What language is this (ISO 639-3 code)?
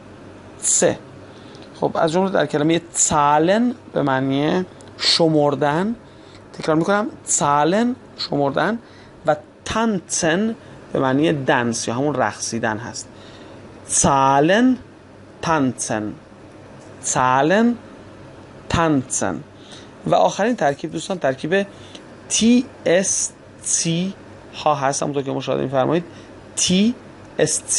fas